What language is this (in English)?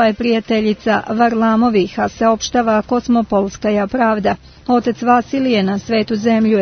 Serbian